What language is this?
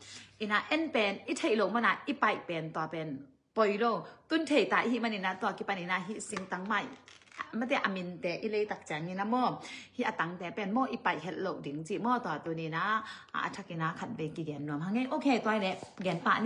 Tedim Chin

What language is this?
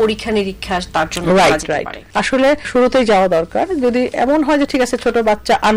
Bangla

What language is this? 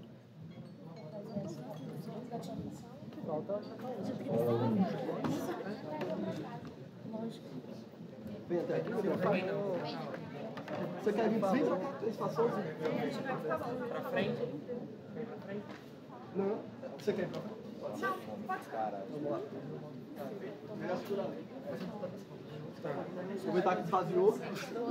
Portuguese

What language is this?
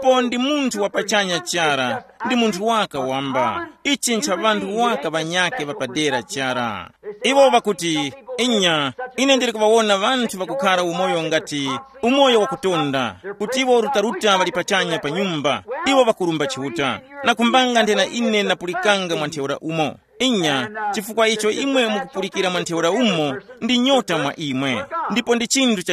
Tumbuka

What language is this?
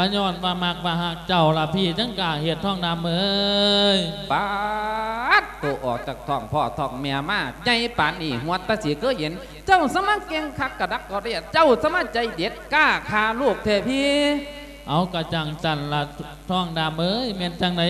Lao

